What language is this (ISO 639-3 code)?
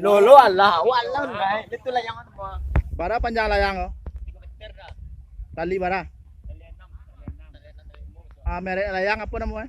min